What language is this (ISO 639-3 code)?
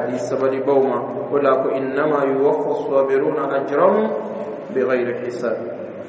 dyu